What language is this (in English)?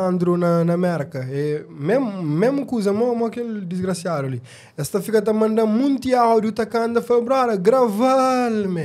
Kabuverdianu